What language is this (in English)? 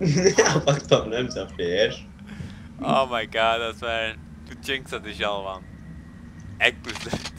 Faroese